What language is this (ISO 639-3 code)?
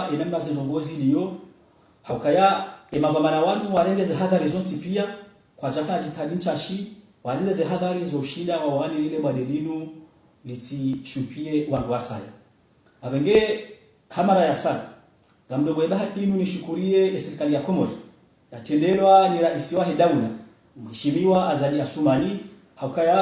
zdj